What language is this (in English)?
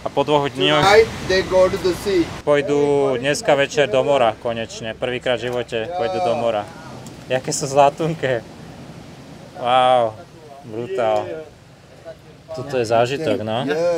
Slovak